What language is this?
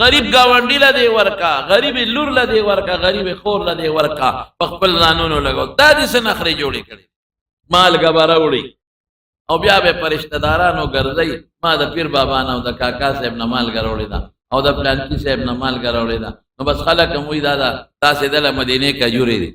Pashto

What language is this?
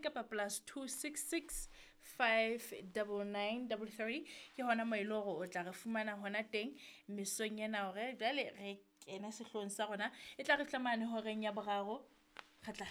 Southern Sotho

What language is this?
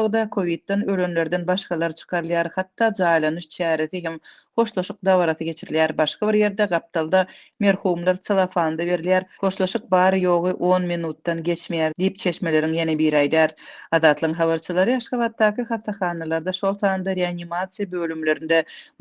Turkmen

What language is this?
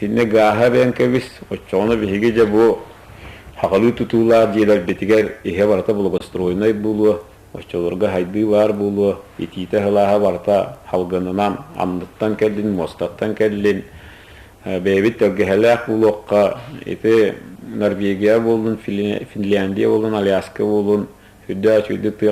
Yakut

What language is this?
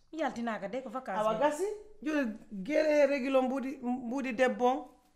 Pular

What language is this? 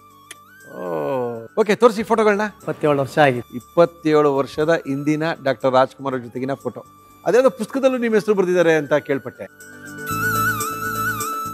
Kannada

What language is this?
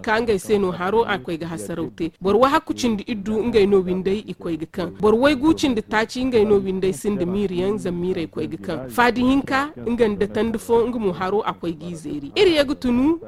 Zarma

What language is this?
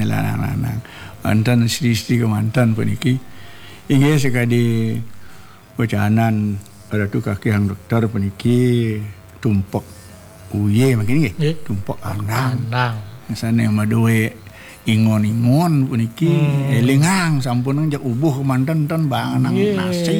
Balinese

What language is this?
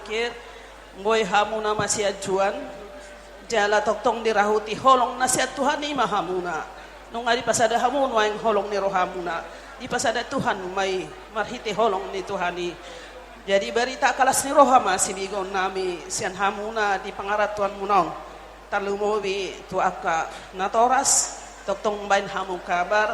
Batak Toba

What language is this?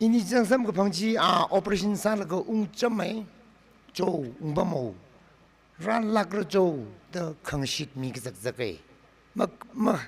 Tangkhul Naga (India)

